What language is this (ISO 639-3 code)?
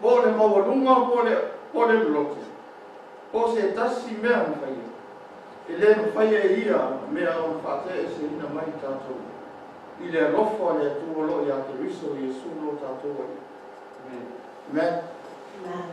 smo